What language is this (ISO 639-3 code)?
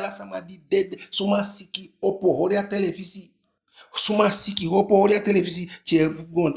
djk